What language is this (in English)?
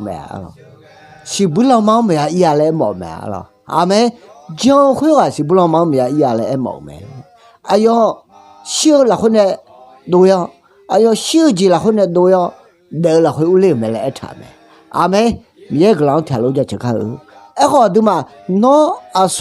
Akha